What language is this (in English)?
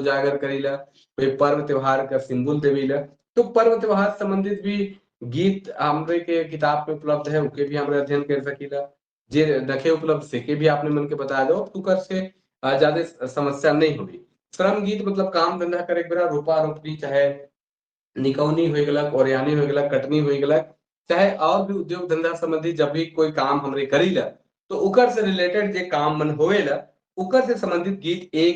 Sadri